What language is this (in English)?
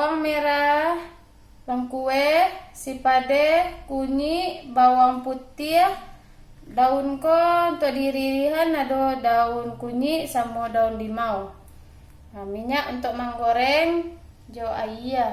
Minangkabau